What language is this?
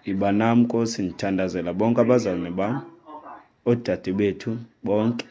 Xhosa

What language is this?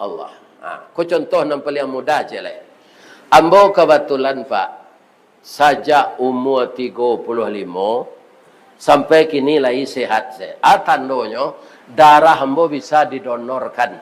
Minangkabau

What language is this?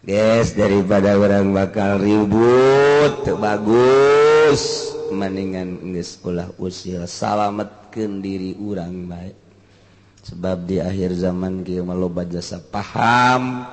Sundanese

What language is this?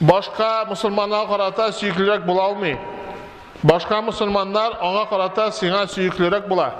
Tatar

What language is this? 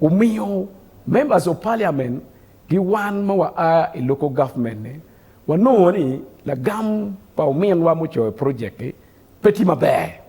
Acoli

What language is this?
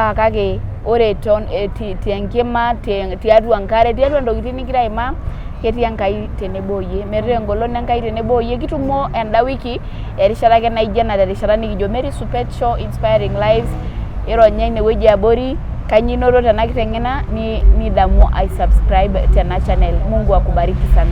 Masai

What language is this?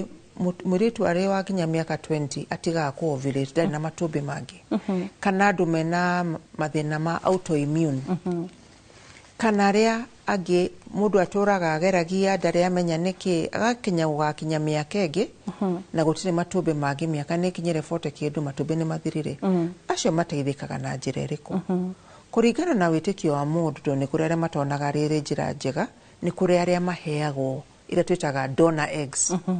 Kikuyu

